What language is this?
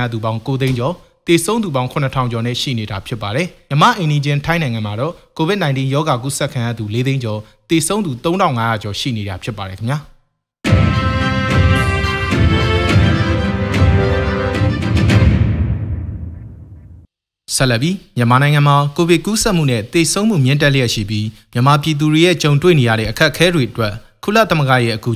Burmese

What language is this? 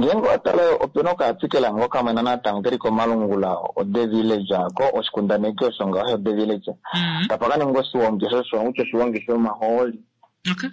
Kuanyama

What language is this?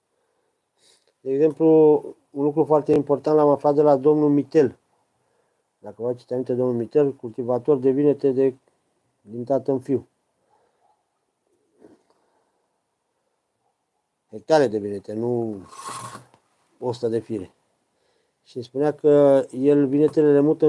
Romanian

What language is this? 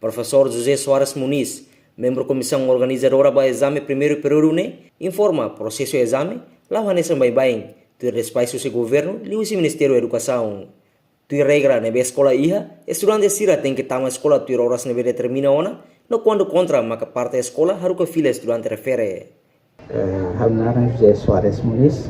Tetum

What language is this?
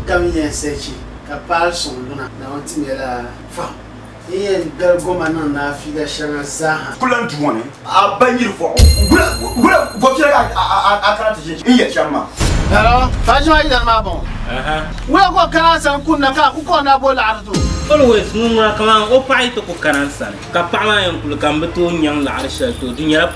Dagbani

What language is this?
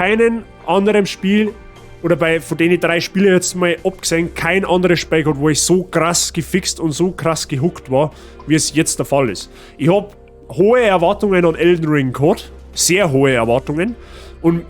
Bavarian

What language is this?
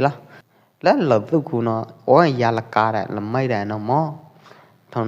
Pwo Eastern Karen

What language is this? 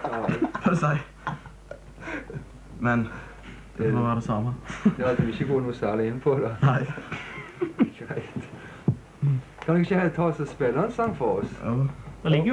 Norwegian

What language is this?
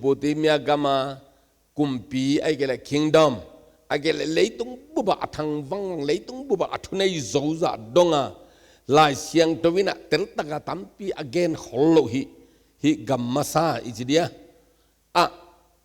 Tedim Chin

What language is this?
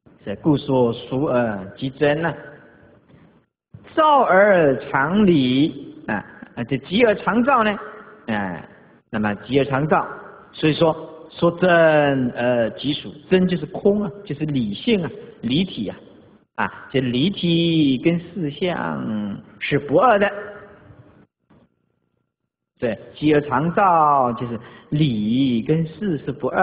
Chinese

